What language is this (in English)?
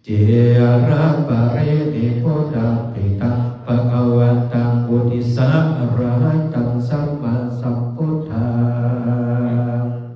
Pali